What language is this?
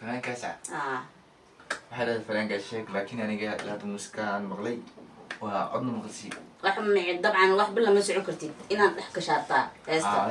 Somali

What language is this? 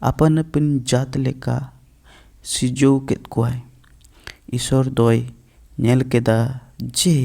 Santali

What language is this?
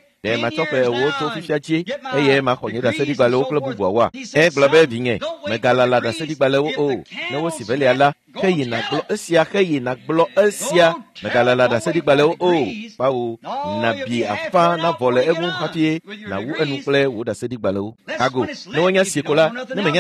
Ewe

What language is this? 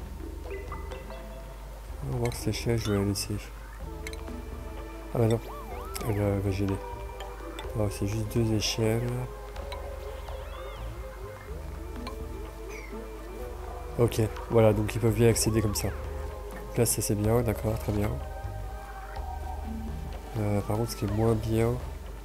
French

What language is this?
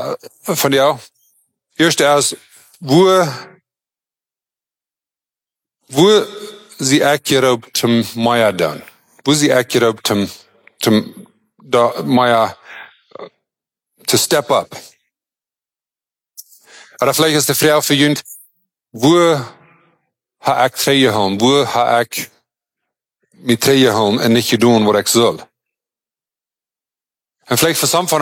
German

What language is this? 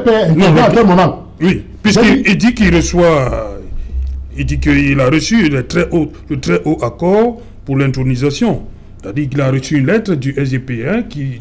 French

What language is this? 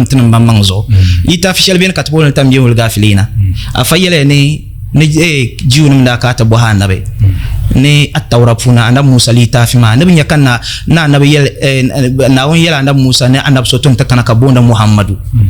Dagbani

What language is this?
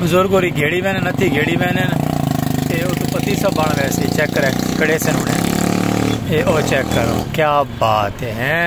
Saraiki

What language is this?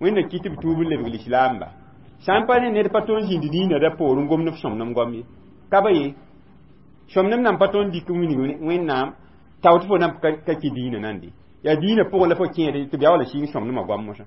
Mossi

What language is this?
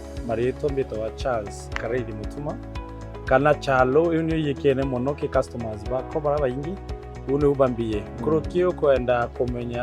Meru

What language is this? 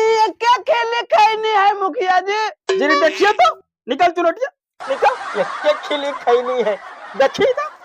Magahi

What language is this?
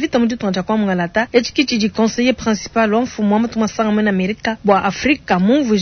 Luba-Lulua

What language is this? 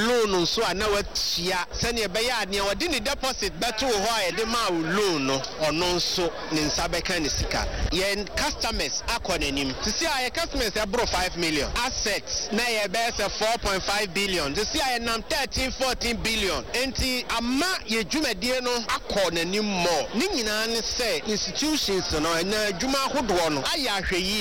Akan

